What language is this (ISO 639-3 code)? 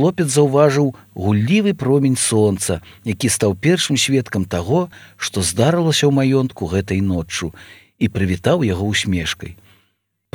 bel